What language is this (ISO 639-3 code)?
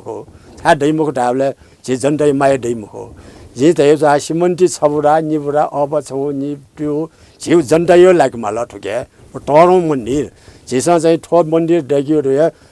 new